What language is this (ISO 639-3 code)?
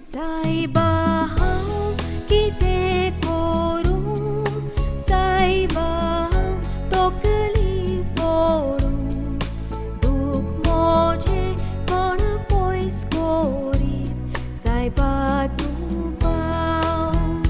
kok